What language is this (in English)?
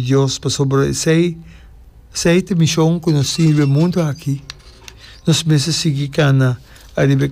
Papiamento